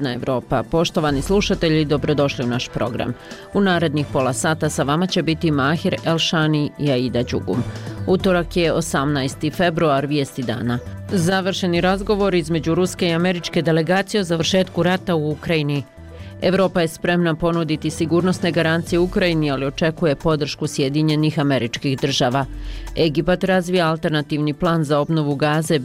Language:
Bosnian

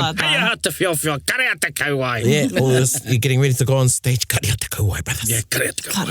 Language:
Māori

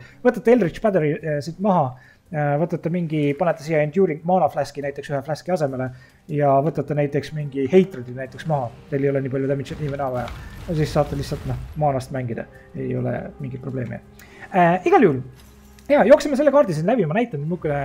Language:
Estonian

